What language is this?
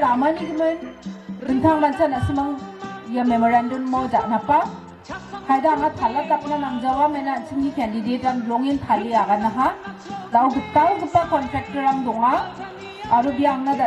Garo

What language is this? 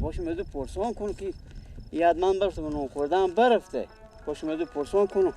Persian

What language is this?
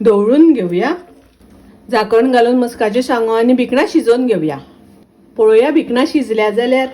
Konkani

